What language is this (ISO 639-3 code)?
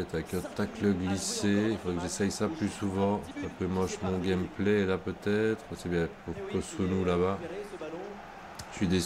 fra